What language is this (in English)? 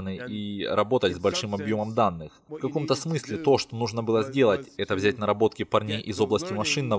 Russian